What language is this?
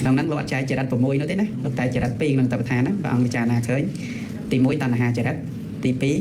Khmer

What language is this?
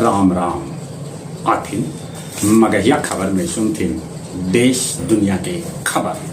Magahi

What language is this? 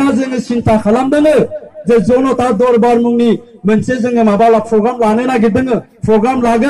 Bodo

